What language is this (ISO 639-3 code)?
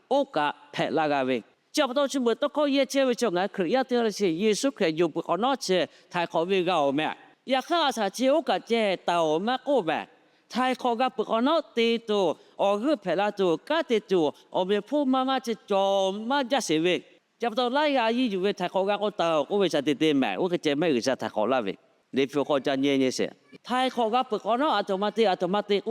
lhu